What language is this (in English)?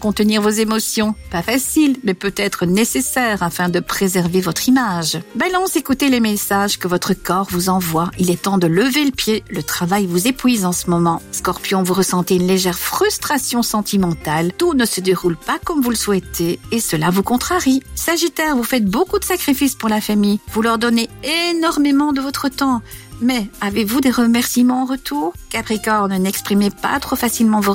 French